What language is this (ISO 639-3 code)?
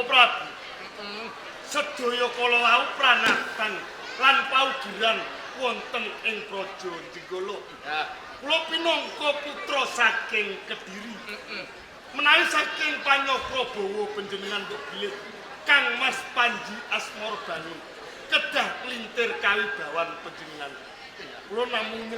jav